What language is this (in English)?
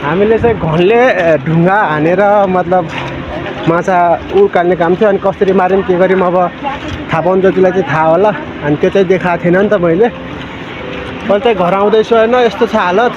Nepali